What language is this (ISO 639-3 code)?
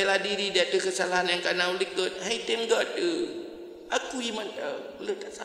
ace